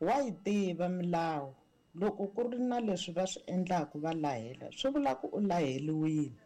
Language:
Tsonga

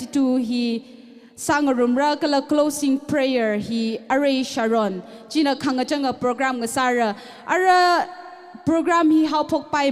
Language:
Tangkhul Naga (India)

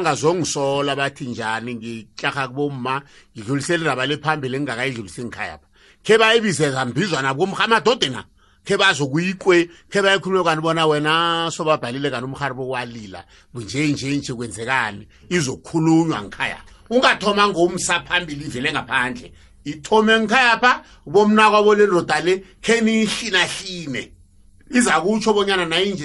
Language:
South Ndebele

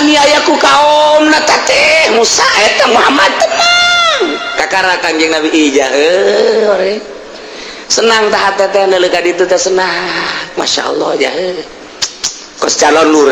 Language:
Sundanese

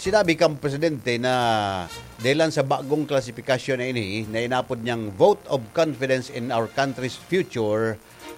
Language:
Bikol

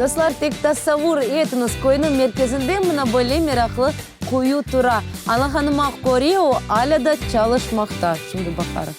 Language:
Crimean Tatar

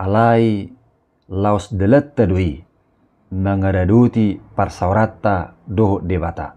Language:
Batak Toba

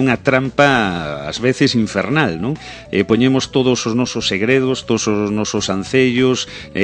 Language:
Galician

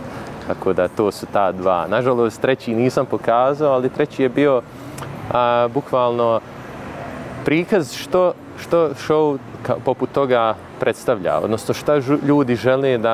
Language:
Bosnian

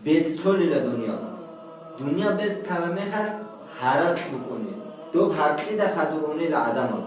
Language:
Avaric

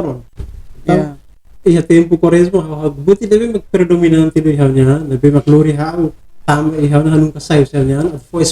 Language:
Tetum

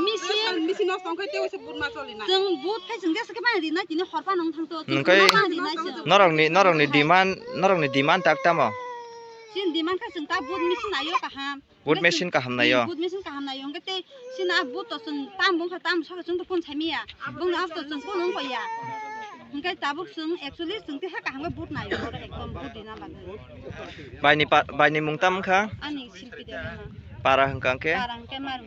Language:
Kok Borok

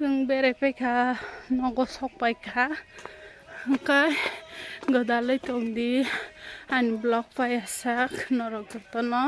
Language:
Kok Borok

